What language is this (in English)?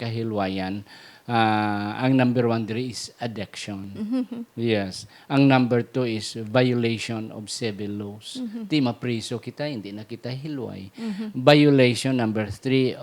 Hiligaynon